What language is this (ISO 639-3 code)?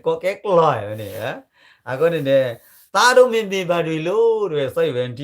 ksw